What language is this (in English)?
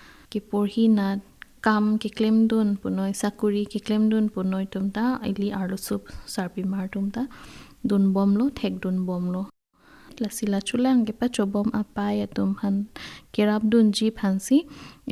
Karbi